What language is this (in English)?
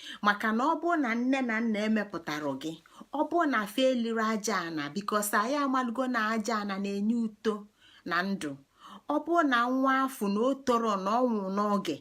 Igbo